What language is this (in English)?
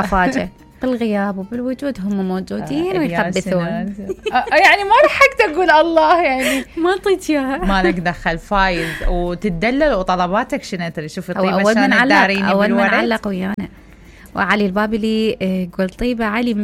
Mesopotamian Arabic